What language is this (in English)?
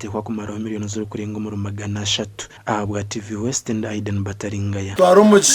Nyankole